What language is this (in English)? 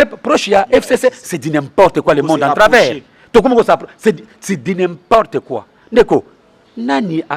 Lingala